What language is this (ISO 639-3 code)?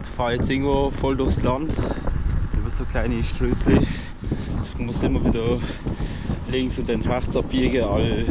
gsw